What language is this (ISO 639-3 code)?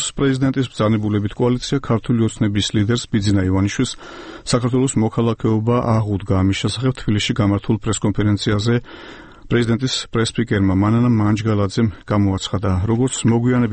kat